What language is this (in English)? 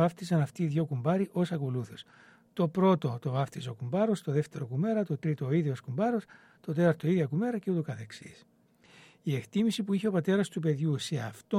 Greek